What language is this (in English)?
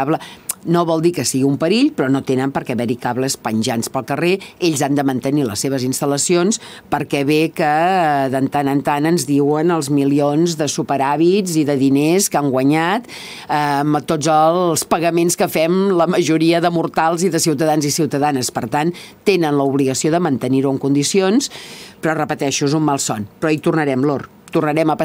Catalan